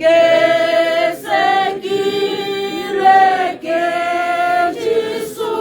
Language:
Tswana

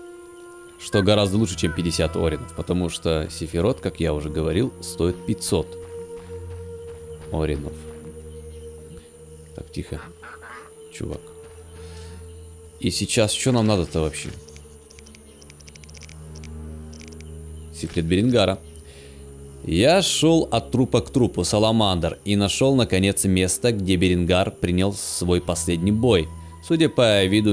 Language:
Russian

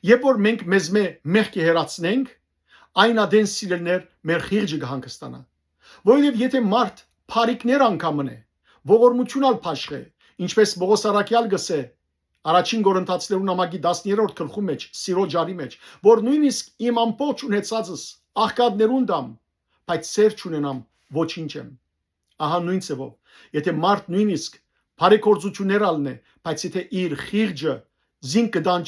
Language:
Western Armenian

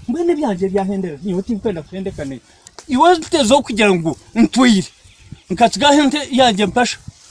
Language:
Nyankole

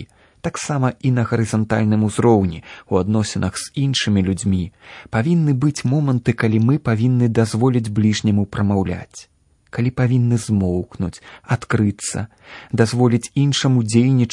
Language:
Belarusian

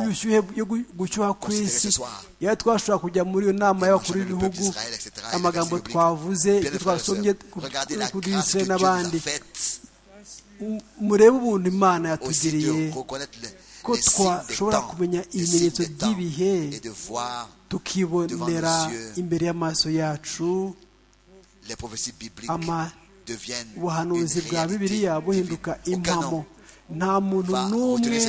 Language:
Kinyarwanda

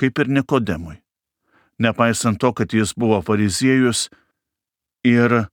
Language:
Lithuanian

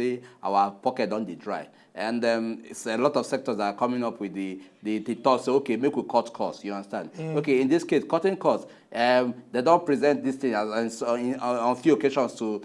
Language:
Nigerian Pidgin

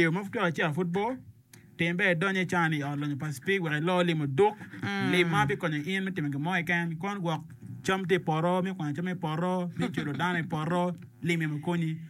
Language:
Acoli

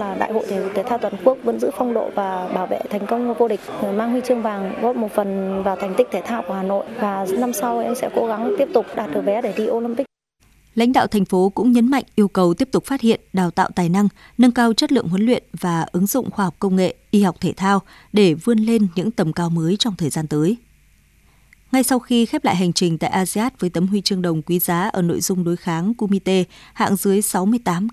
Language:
Vietnamese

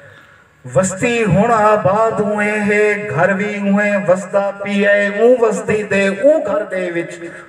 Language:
Saraiki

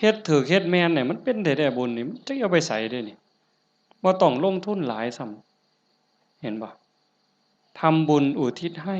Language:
Northeastern Thai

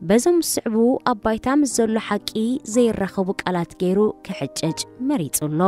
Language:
Tigrinya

